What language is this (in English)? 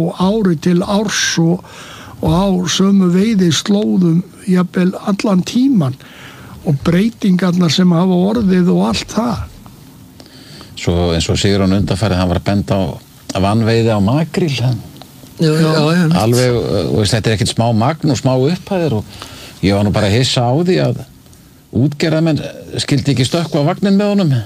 Icelandic